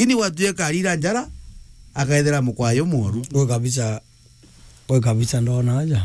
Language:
Meru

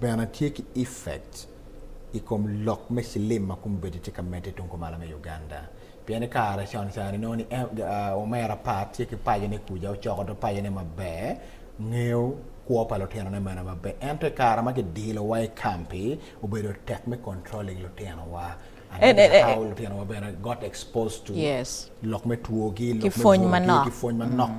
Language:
Acoli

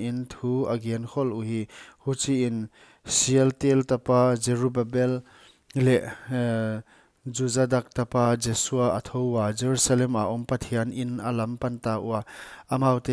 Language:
Paite Chin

